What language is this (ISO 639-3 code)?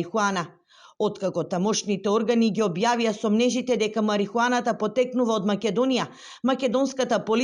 mkd